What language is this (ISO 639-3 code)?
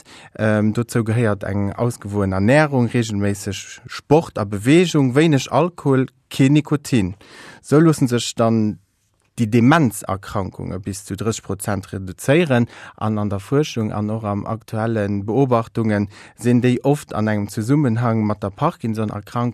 ltz